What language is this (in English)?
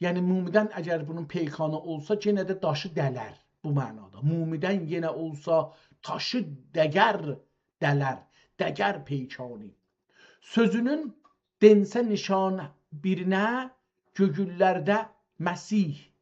South Azerbaijani